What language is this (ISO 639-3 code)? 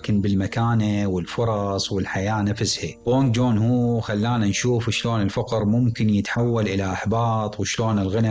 acm